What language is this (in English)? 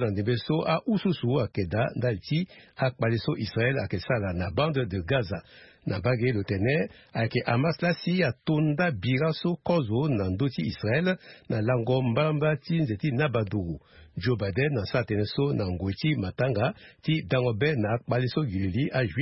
Sango